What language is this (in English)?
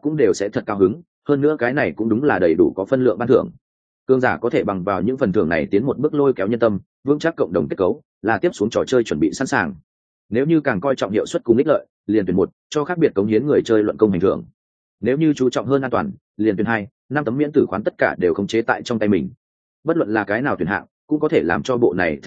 Vietnamese